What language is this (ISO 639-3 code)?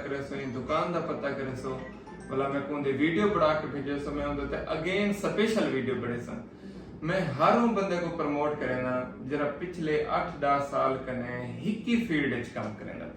skr